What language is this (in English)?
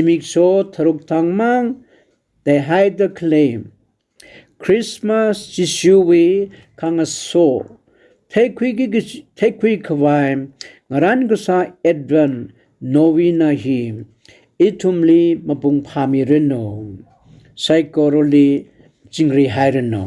Tangkhul Naga (India)